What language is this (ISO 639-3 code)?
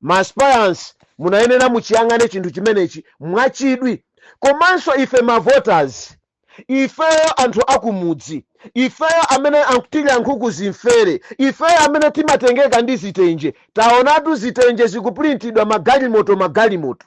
nya